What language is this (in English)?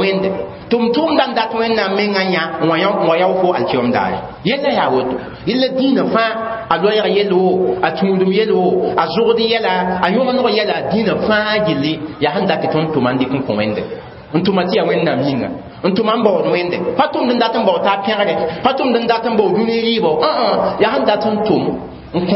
Mossi